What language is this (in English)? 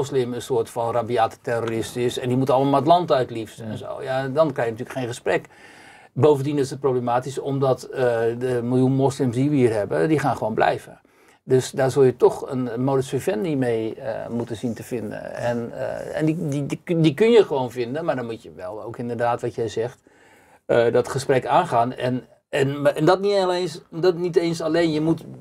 Dutch